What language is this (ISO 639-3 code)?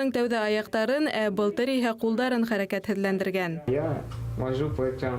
bak